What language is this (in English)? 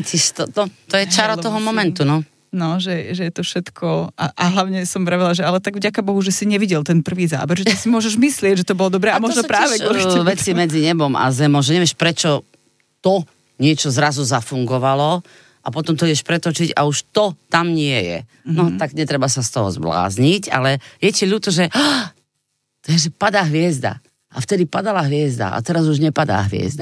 Slovak